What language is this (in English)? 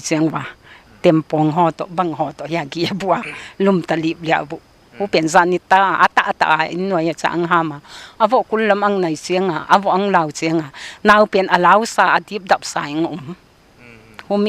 Paite Chin